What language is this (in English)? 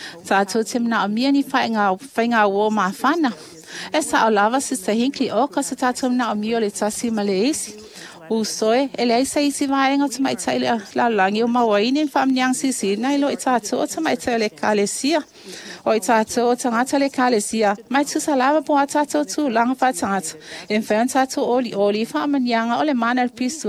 Samoan